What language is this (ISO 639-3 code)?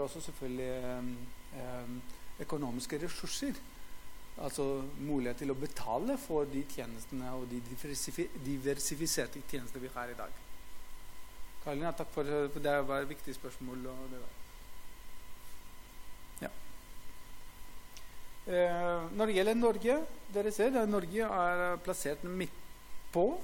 nor